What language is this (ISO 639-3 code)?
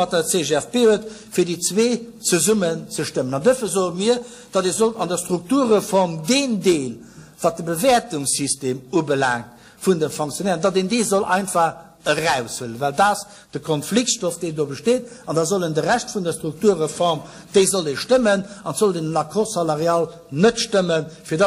ltz